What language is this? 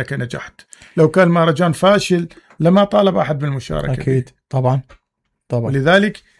Mesopotamian Arabic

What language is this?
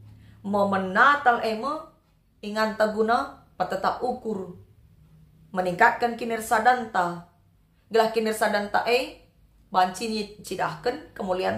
Batak Karo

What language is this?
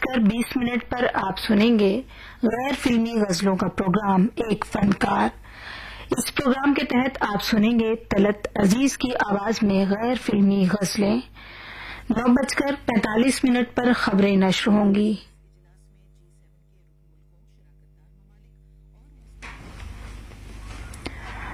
Urdu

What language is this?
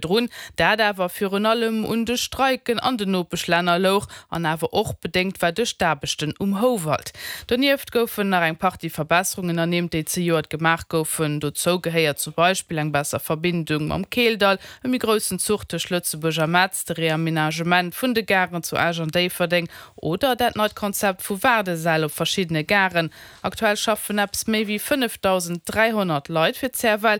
Luxembourgish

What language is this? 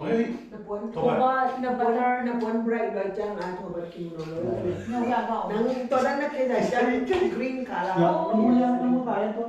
Tedim Chin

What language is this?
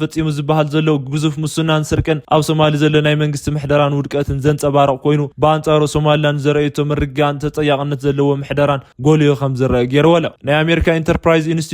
Tigrinya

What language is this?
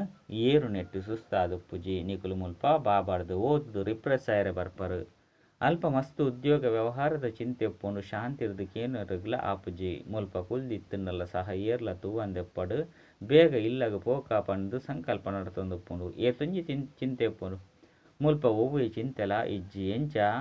Tulu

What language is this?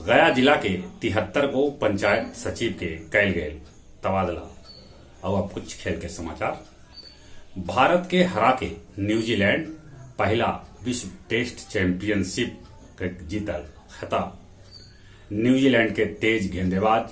Magahi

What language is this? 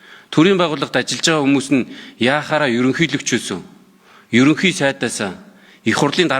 Mongolian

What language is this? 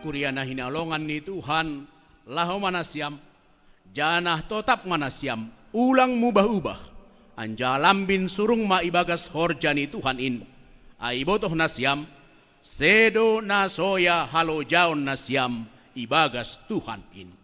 Batak Simalungun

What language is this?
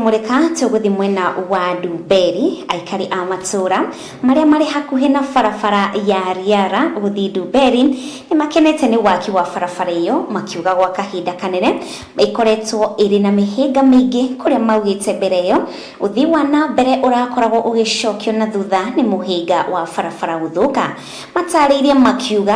Kikuyu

